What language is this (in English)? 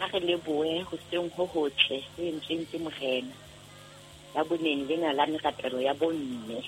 Southern Sotho